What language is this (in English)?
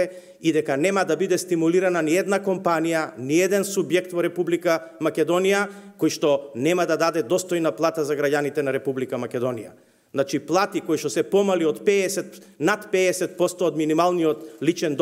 Macedonian